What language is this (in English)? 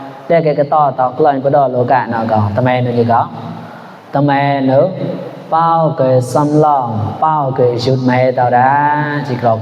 Mon